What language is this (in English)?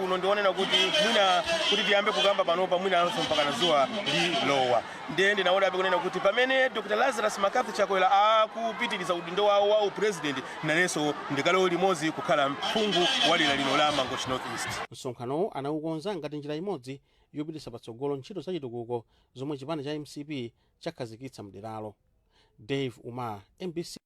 Nyanja